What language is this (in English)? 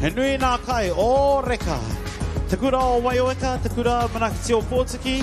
Māori